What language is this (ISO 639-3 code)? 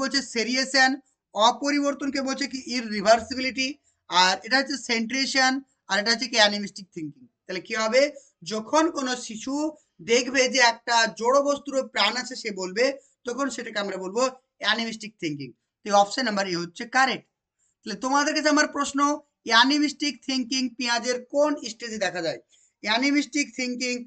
ben